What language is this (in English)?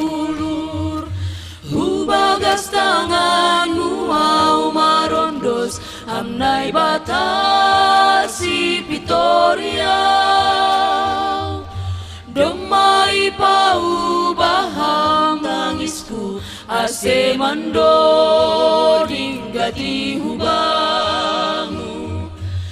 Batak Simalungun